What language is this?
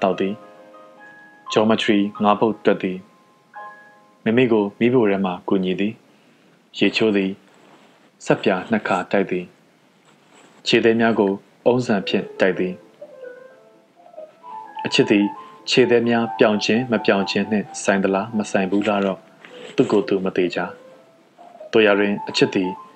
Burmese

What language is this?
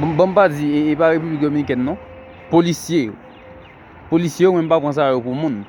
Haitian Creole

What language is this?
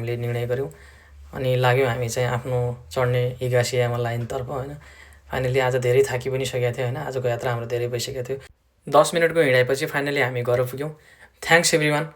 Nepali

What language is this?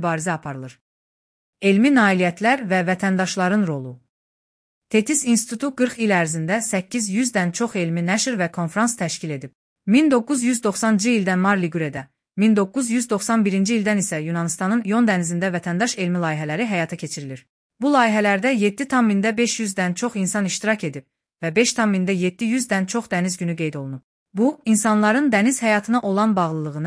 Azerbaijani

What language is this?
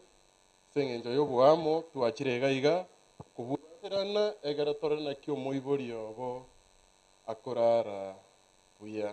Gusii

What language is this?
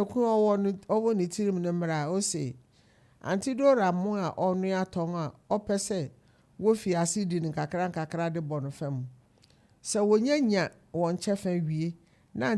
Akan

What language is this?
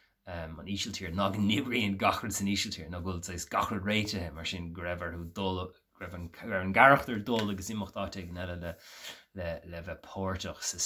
Irish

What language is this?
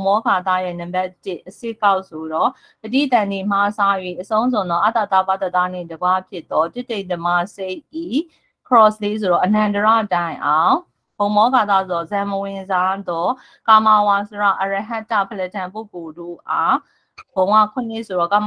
Burmese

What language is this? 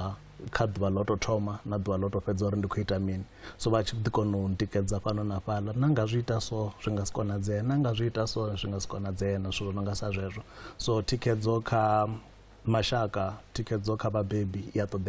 Venda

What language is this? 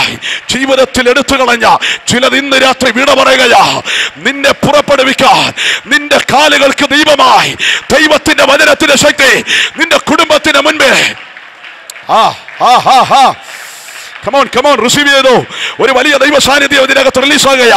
Malayalam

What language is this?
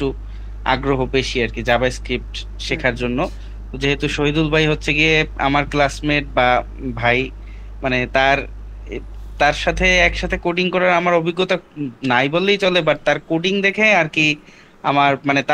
Bangla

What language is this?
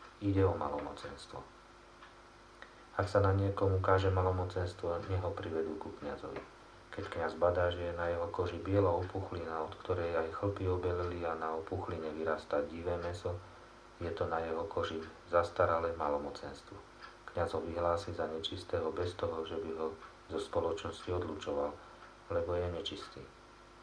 Slovak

